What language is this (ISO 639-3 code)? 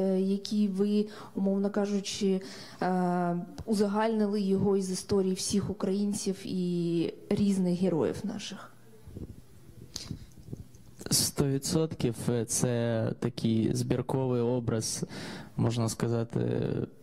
ukr